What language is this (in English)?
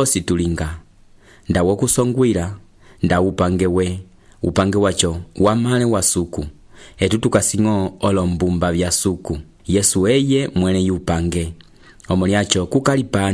Umbundu